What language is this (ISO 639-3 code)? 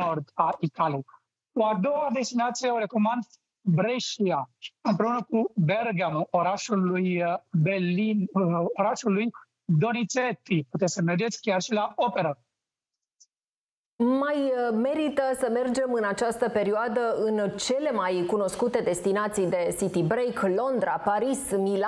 ron